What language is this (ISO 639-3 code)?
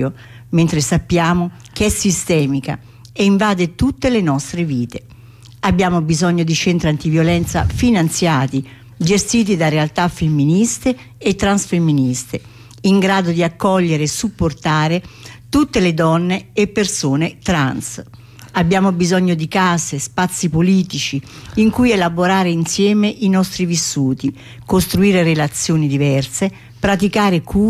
ita